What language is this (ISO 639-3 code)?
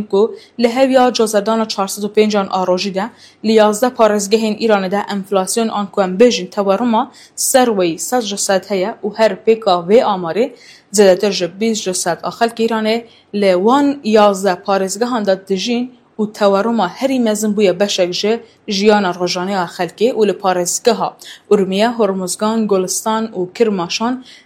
kur